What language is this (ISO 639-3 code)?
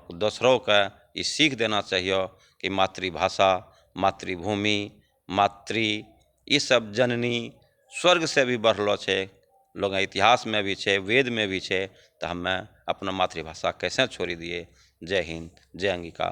anp